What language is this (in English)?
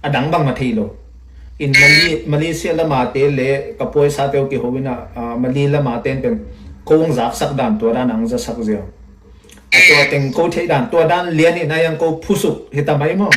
Tedim Chin